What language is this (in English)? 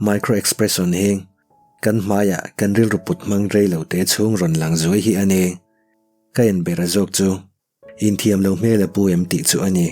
Mizo